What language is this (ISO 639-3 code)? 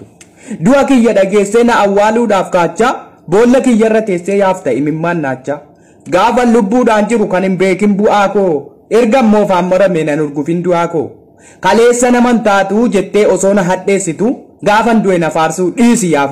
orm